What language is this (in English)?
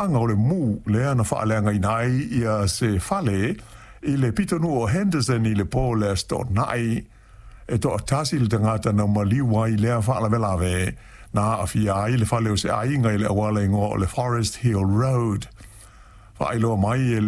Samoan